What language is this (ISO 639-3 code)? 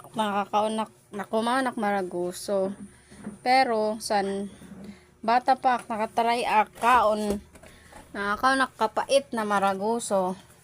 war